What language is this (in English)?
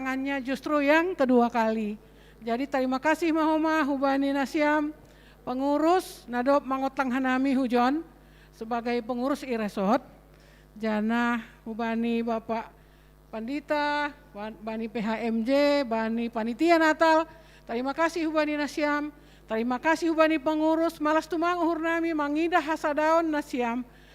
Batak Simalungun